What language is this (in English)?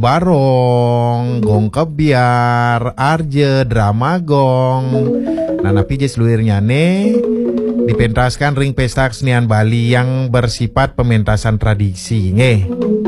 Balinese